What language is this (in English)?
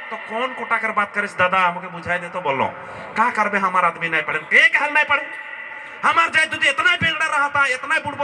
Sadri